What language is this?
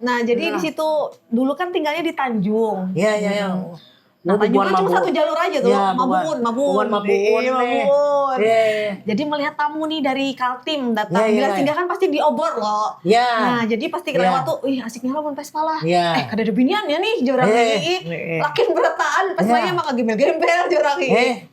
Banjar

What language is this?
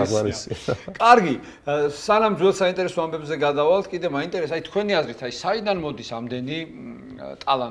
Georgian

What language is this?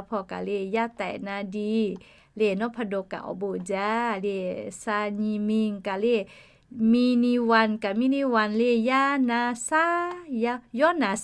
Lahu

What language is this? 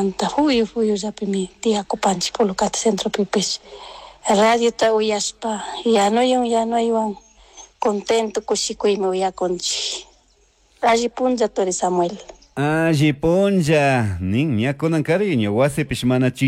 Chimborazo Highland Quichua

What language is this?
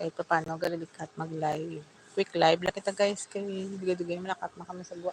Hiligaynon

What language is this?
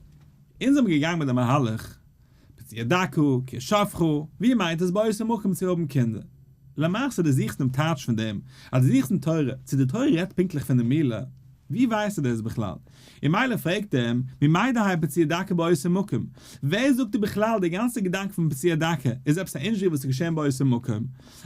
Yiddish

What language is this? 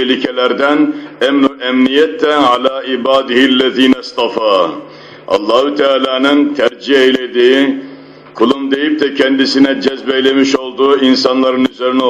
Turkish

